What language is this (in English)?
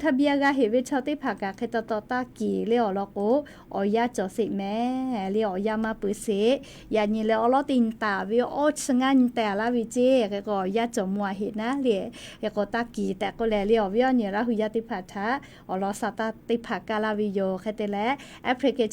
Lahu